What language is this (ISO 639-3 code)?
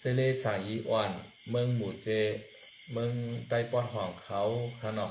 shn